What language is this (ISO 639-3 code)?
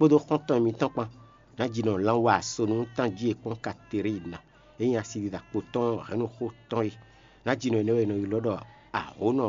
fon